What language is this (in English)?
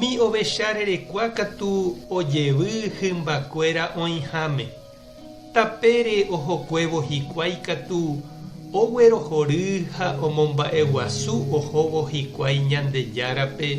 Guarani